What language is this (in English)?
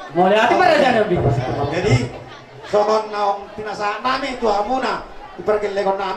Batak Toba